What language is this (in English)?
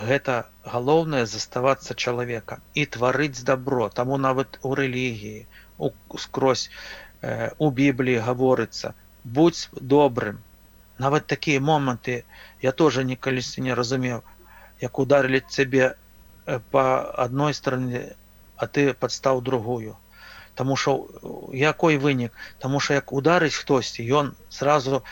Belarusian